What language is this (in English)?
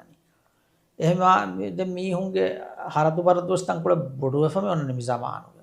Divehi